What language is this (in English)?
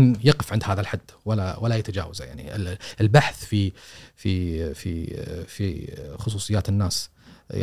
Gulf Arabic